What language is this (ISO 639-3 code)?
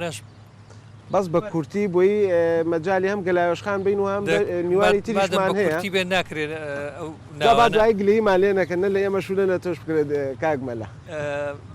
ckb